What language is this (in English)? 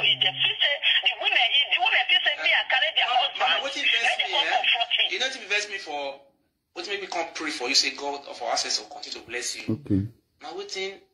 Nigerian Pidgin